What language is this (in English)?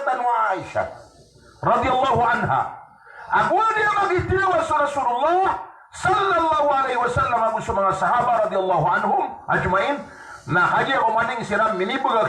Maranao